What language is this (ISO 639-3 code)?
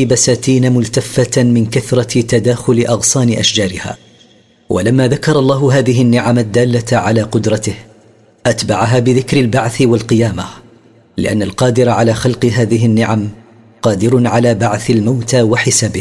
ara